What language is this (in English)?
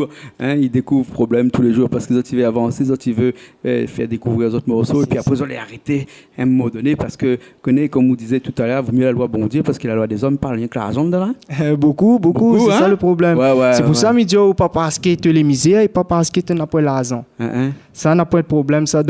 Réunion Creole French